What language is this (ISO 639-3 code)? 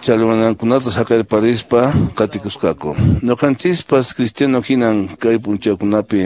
que